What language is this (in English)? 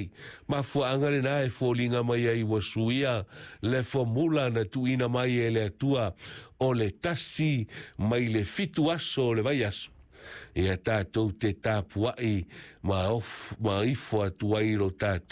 Samoan